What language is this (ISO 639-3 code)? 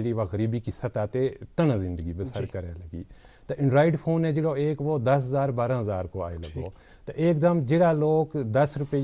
gju